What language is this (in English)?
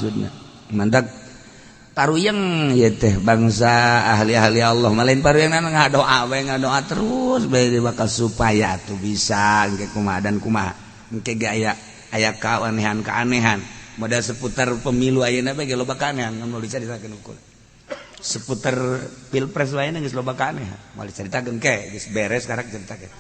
Sundanese